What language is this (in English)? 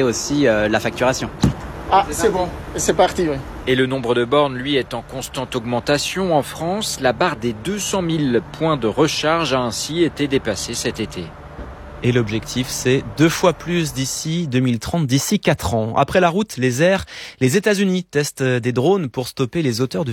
French